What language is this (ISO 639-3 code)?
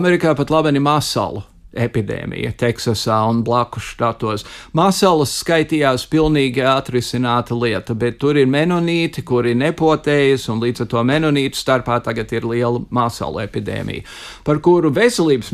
lav